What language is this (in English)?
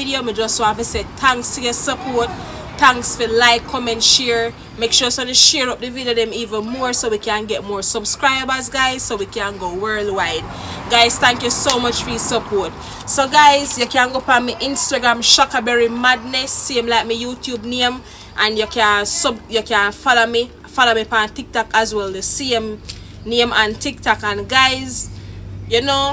Jamaican Creole English